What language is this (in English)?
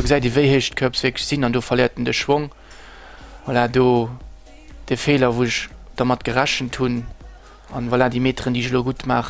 Luxembourgish